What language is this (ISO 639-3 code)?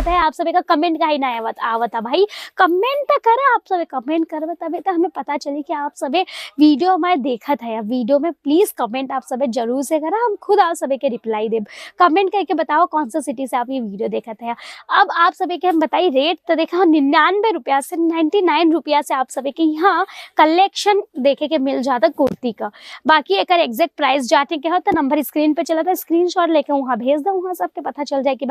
bho